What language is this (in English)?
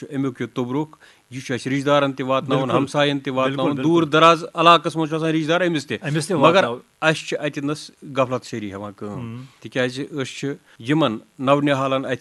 Kashmiri